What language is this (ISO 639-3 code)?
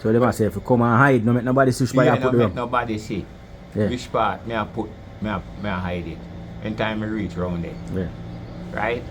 jam